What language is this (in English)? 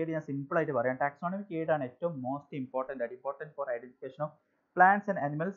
Malayalam